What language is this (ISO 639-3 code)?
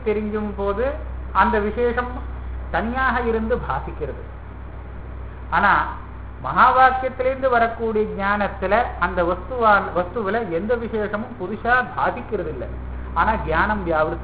tam